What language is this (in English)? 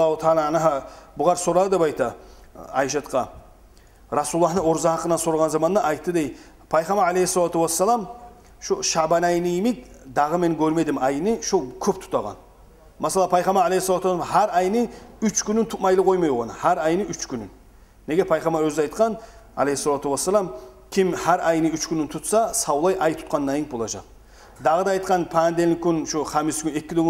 Kumyk